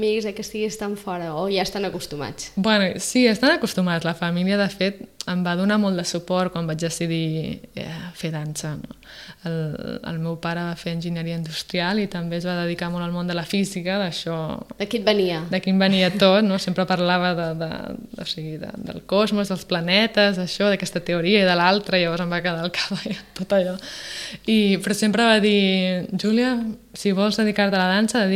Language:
Catalan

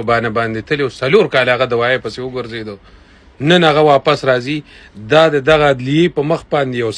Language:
Pashto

